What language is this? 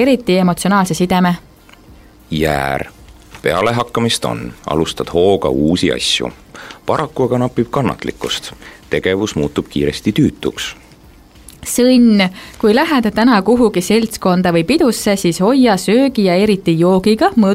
Estonian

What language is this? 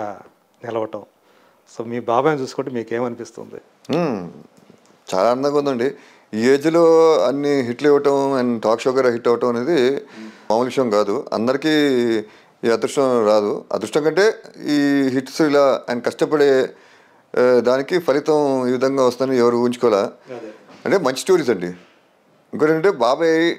Telugu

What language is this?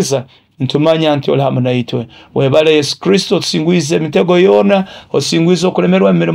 Nyoro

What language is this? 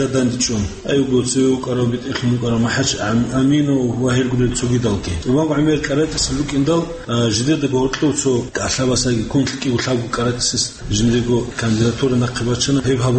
Avaric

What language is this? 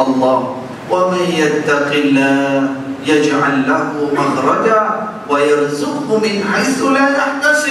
Malay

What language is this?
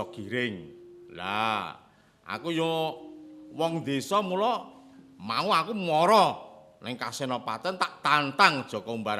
Javanese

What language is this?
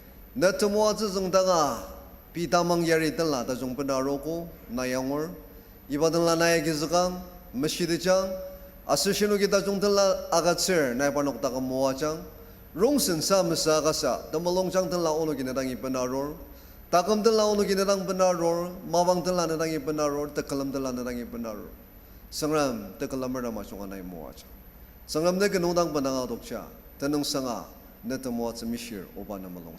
Ao Naga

